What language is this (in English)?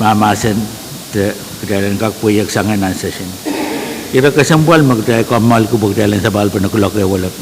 Pohnpeian